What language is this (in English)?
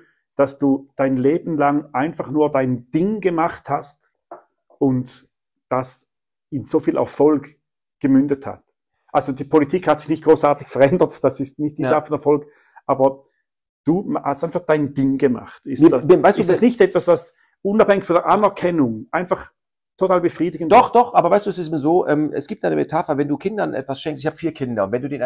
German